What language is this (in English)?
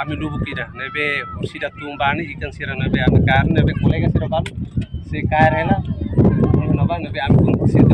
Tetum